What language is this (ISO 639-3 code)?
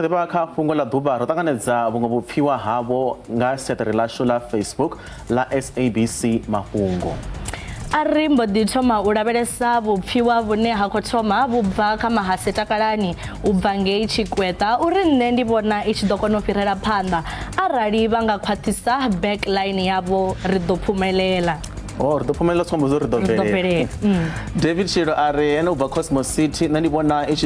ven